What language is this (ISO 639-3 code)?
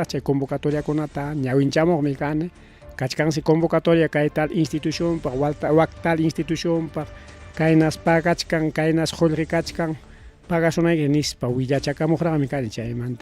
quy